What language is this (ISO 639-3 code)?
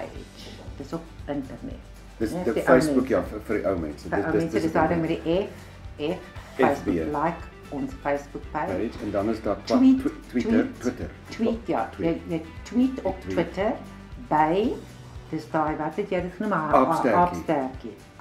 afr